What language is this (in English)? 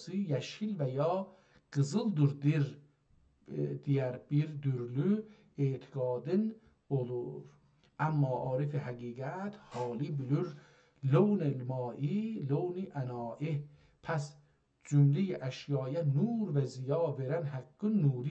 South Azerbaijani